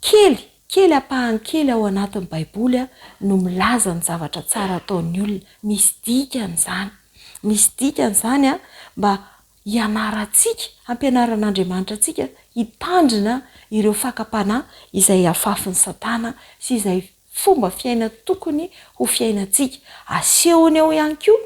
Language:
Malagasy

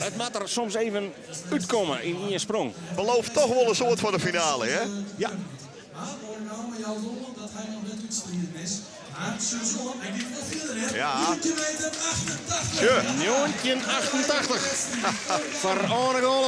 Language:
Western Frisian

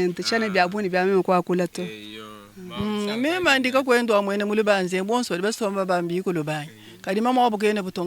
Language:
Luba-Lulua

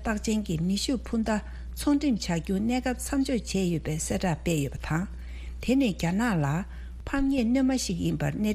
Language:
Tibetan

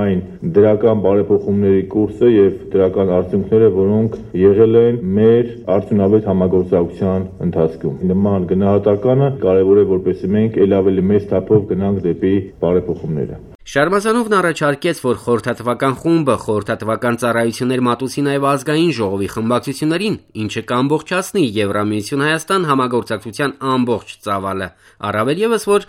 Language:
Armenian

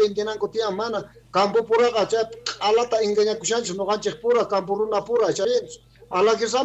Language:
South Bolivian Quechua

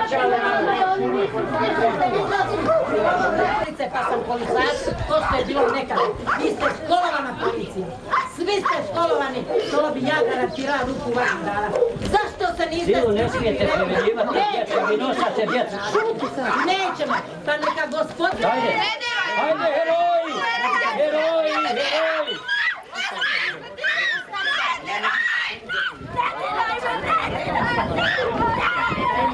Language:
Croatian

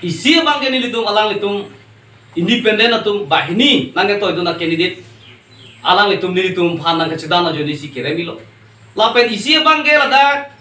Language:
Karbi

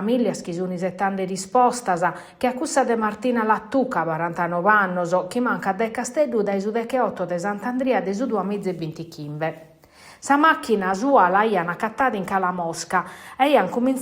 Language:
Sardinian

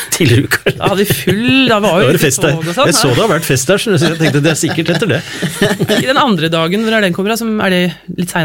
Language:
Norwegian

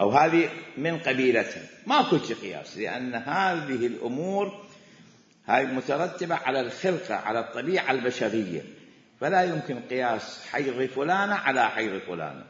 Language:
Mesopotamian Arabic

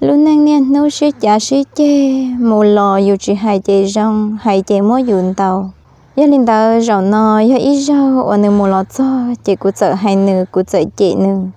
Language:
Hmong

